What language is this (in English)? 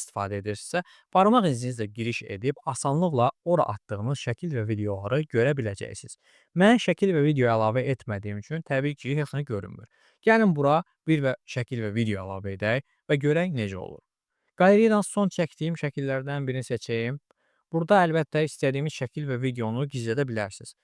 Azerbaijani